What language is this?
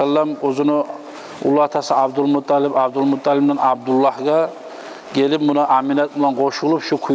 Kumyk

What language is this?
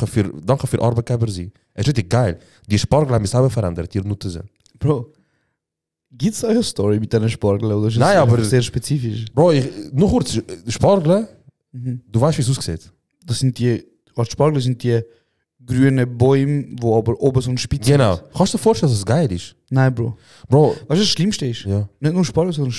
Swiss German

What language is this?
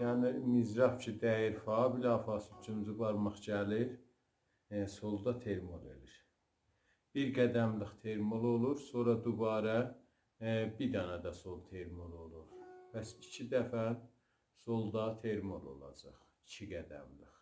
South Azerbaijani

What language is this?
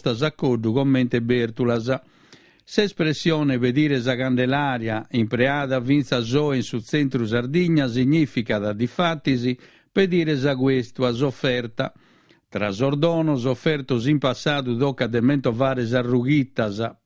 Sardinian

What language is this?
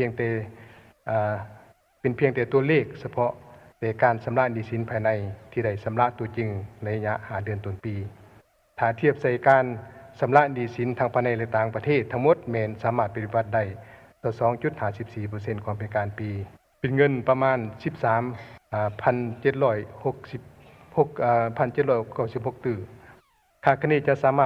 Lao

